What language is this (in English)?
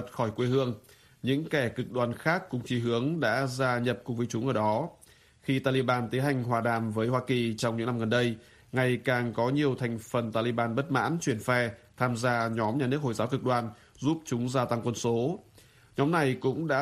Vietnamese